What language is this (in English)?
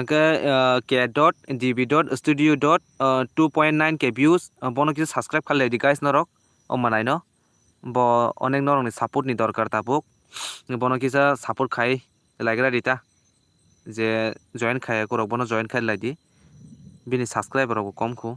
Kok Borok